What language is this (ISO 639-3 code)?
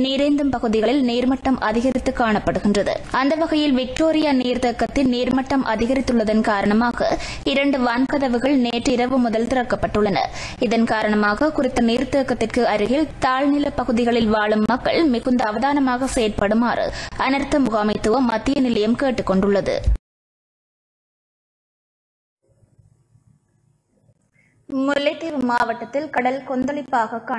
tam